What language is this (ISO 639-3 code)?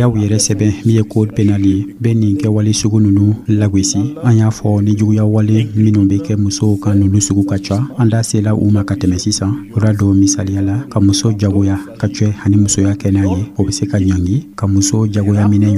dyu